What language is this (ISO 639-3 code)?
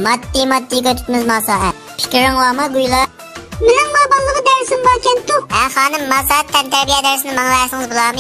uig